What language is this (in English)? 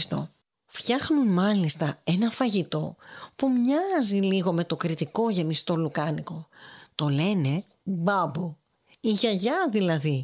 Greek